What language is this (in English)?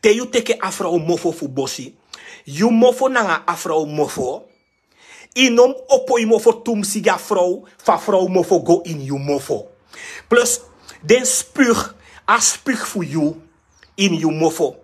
Sranan Tongo